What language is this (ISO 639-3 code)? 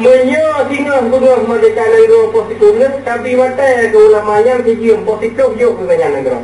ace